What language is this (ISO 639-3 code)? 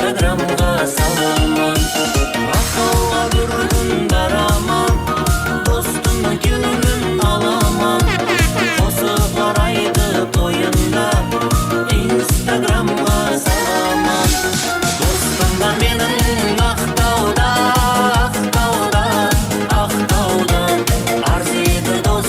kaa